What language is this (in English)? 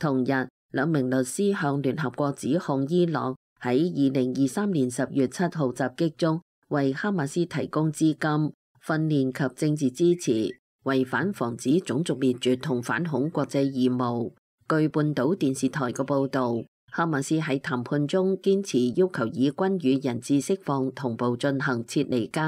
Cantonese